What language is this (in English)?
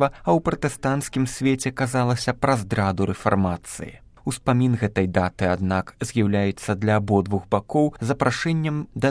Belarusian